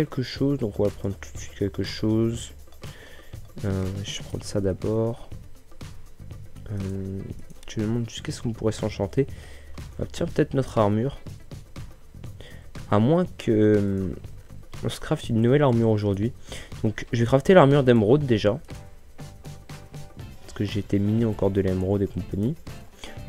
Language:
French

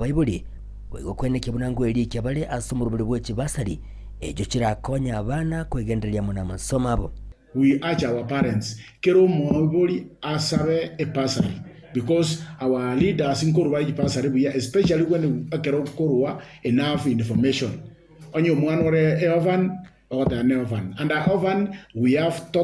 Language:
Gusii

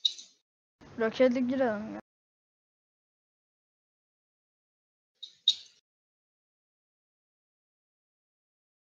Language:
Turkish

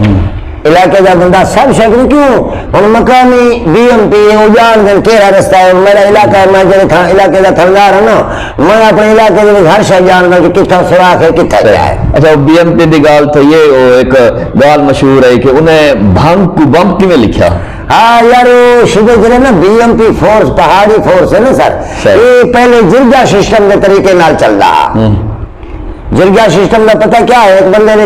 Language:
Saraiki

